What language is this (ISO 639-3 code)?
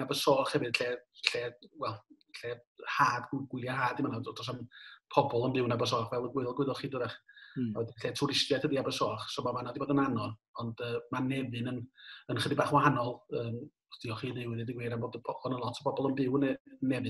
cym